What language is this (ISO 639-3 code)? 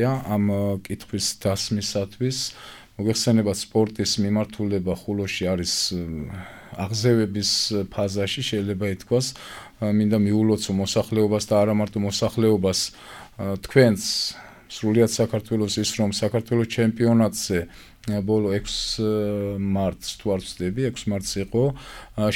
kat